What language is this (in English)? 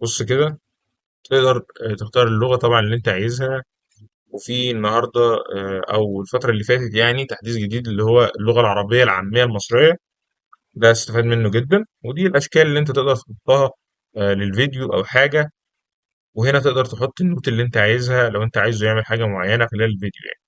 Egyptian Arabic